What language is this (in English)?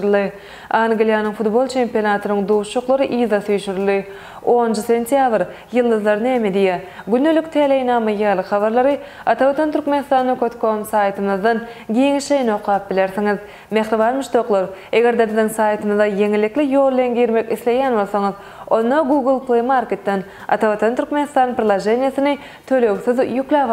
Turkmen